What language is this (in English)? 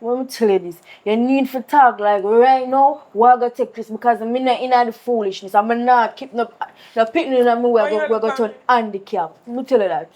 Jamaican Creole English